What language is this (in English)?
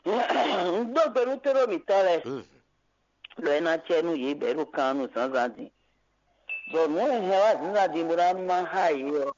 Fon